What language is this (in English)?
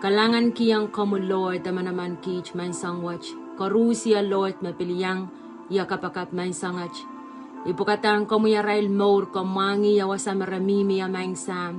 Pohnpeian